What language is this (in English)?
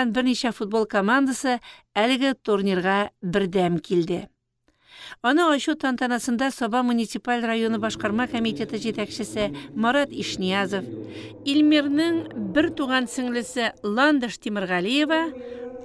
Tatar